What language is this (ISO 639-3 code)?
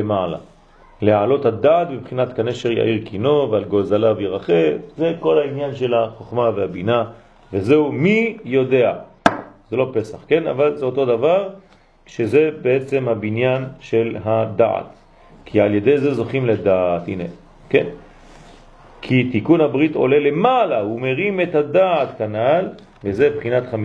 heb